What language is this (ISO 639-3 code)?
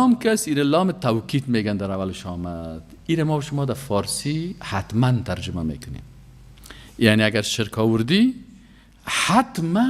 fas